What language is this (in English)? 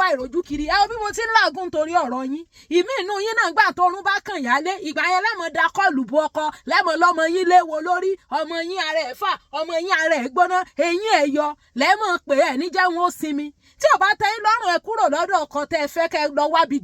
Yoruba